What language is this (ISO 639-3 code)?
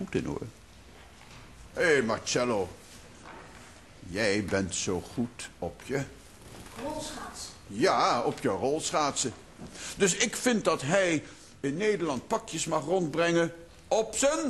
nld